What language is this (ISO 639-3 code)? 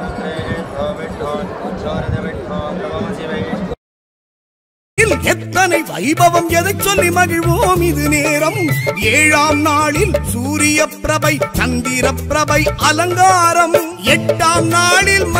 tam